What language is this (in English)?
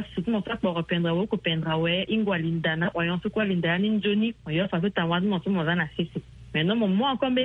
Sango